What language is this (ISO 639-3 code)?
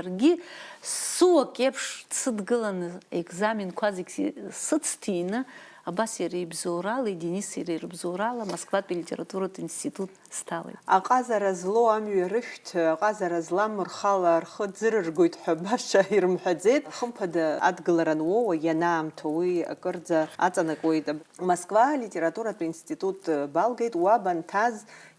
abk